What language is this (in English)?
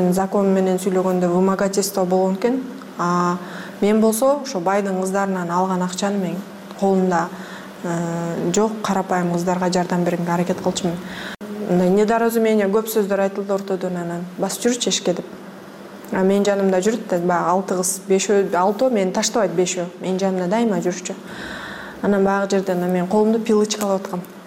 Kyrgyz